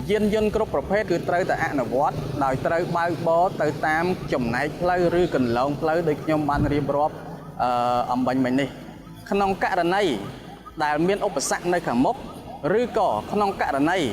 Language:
Khmer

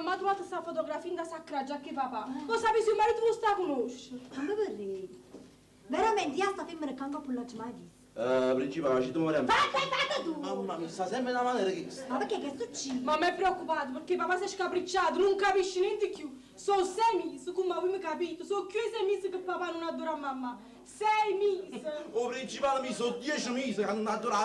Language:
Neapolitan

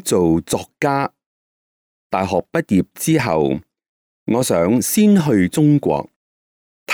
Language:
Cantonese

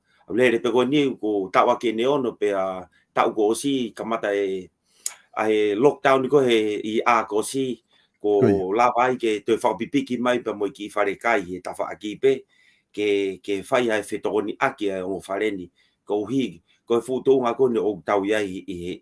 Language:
Tongan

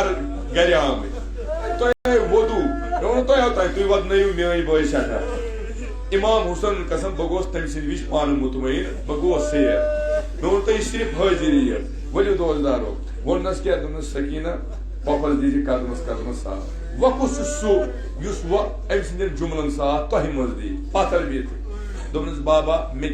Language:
Kashmiri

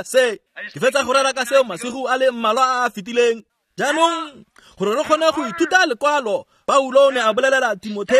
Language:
Tswana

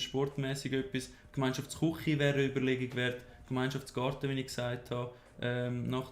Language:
Swiss German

